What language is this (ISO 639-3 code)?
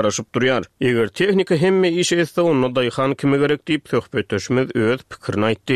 tuk